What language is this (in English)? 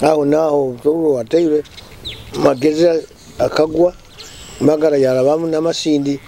Nyoro